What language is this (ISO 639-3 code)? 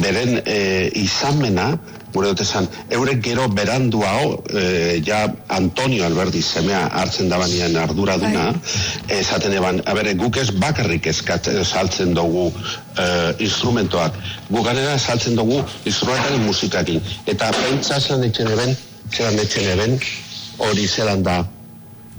eus